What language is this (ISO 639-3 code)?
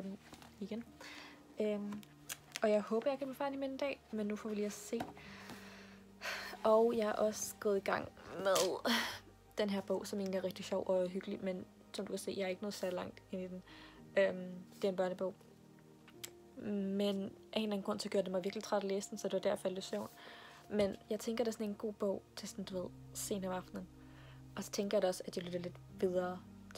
dan